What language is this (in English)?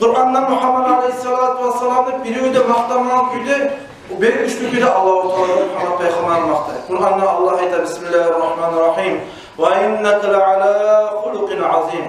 Kumyk